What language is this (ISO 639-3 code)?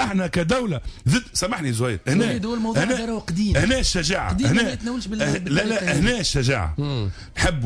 aeb